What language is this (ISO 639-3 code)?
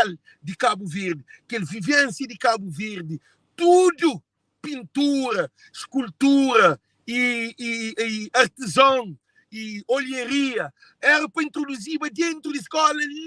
kea